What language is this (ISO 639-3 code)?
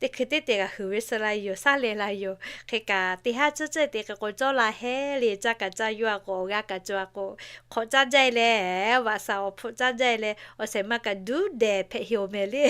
lhu